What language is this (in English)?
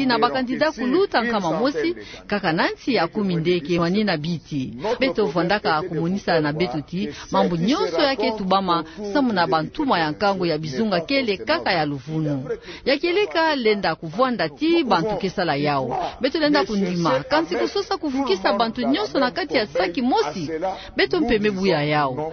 Kituba (Democratic Republic of Congo)